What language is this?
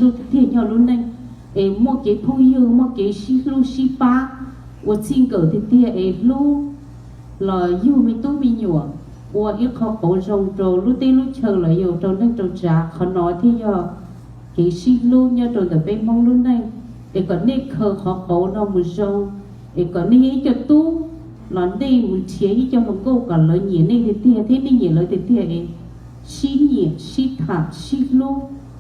Hmong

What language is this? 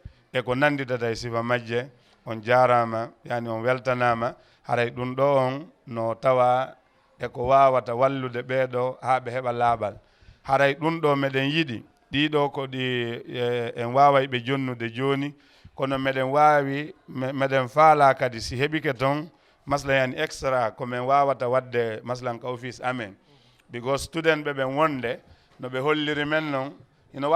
Fula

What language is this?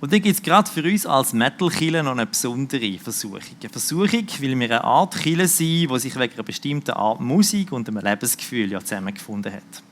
Swiss German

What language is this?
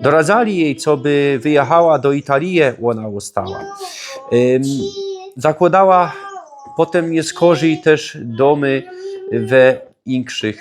Silesian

